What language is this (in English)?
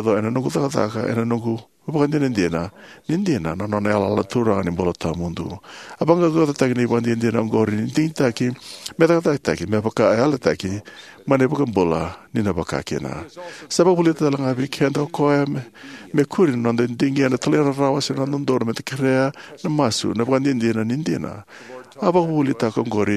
Fijian